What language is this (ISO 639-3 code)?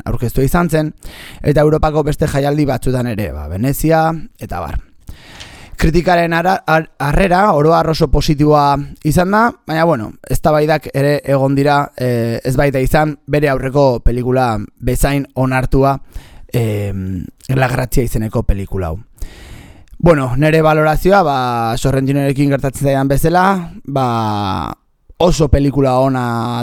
eus